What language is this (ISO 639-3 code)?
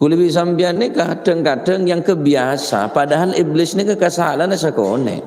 mad